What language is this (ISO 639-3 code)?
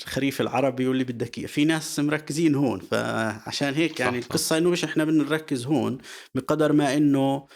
apc